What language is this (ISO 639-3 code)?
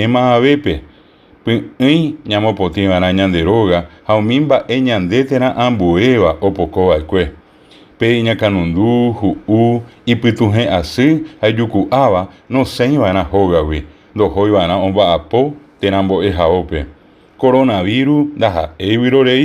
grn